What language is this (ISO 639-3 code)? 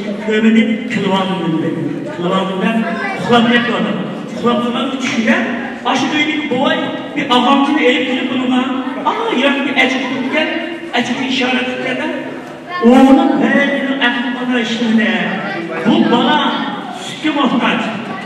uig